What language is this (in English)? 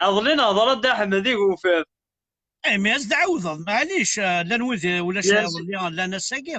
Kabyle